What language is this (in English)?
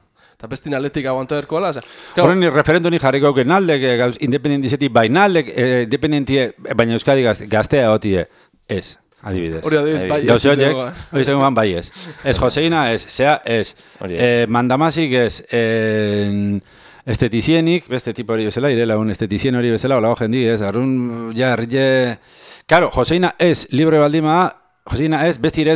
Basque